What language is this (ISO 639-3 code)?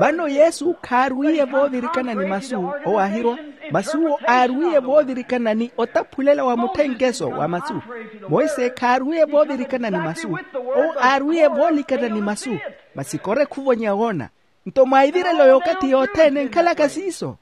vmw